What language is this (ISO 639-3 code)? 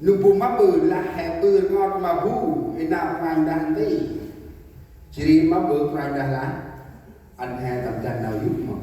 cmo